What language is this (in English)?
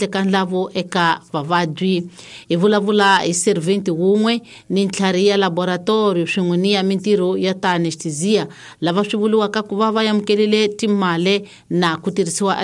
Tsonga